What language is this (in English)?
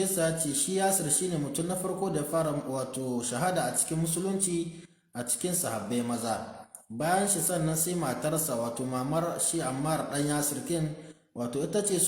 Hausa